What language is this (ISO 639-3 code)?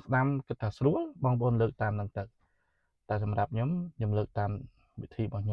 khm